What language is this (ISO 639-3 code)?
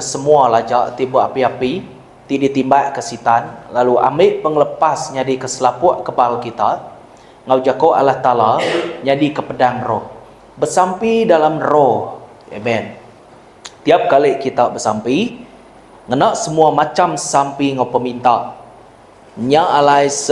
iba